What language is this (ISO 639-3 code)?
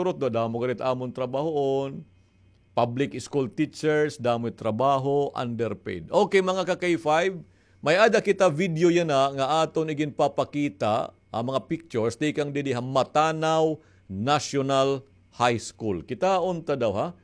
war